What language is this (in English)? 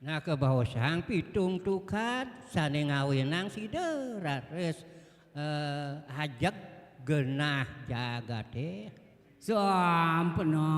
Balinese